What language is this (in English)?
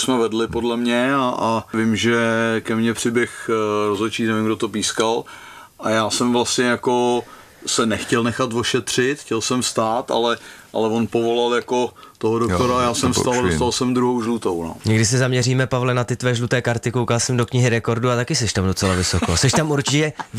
Czech